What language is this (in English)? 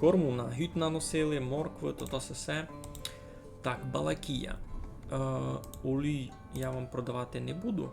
Rusyn